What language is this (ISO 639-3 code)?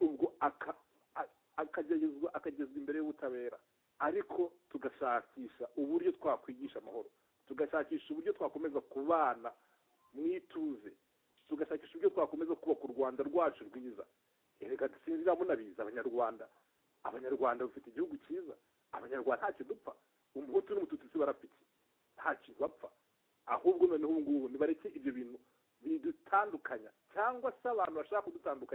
kin